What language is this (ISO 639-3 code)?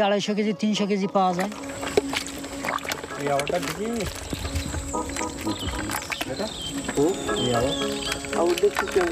ben